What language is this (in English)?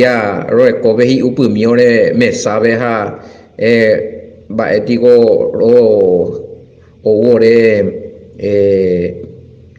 Guarani